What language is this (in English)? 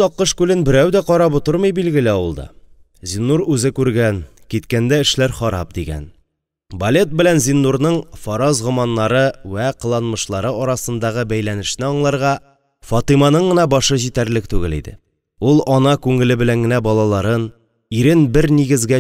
Tatar